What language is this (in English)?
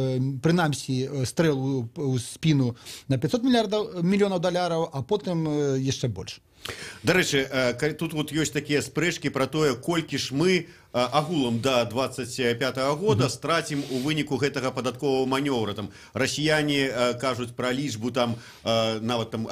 Belarusian